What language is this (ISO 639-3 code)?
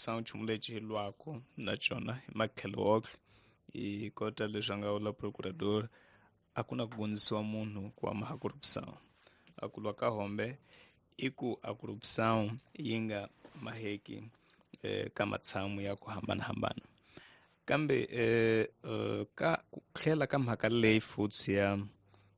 tso